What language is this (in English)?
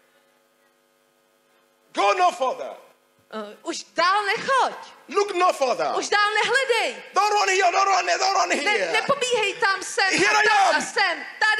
Czech